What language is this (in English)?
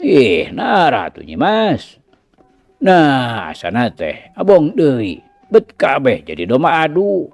Sundanese